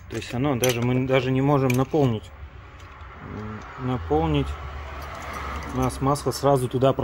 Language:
Russian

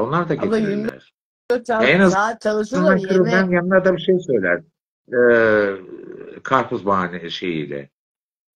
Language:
Turkish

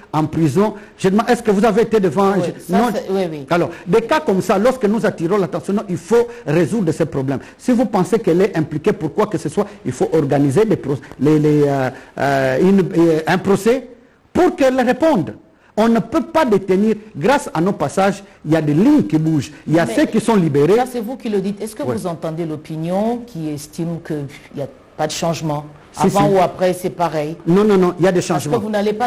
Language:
French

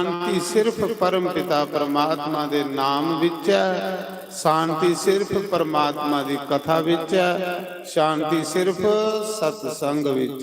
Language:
Dogri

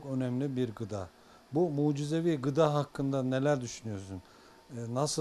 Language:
Turkish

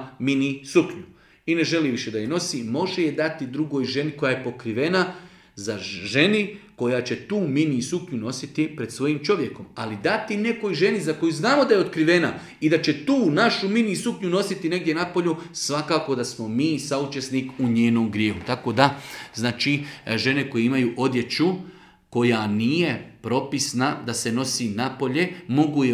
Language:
Bosnian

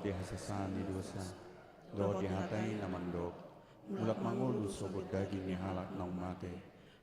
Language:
Batak Toba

